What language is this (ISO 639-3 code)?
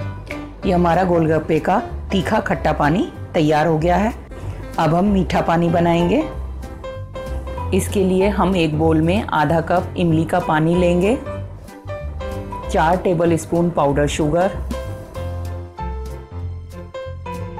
hin